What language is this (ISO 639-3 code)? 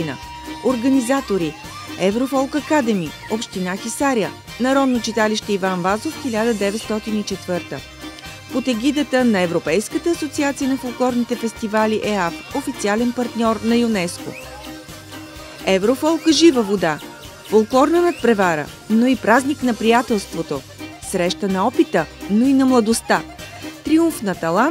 bul